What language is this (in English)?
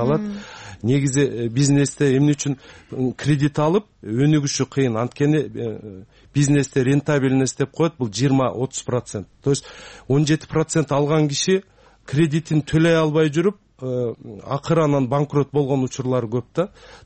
Kyrgyz